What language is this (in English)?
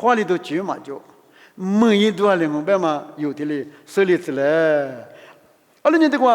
Lisu